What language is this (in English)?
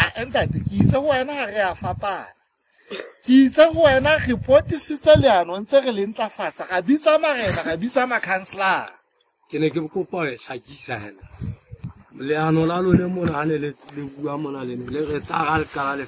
Southern Sotho